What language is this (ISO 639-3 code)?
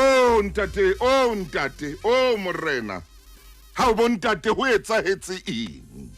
sot